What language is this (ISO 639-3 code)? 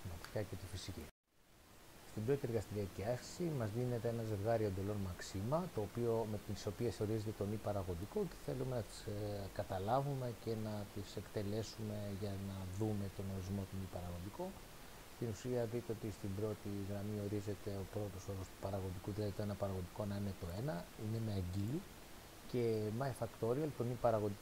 ell